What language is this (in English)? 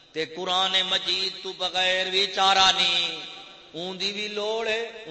Saraiki